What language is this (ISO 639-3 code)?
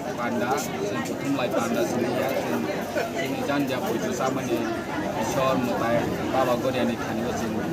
trp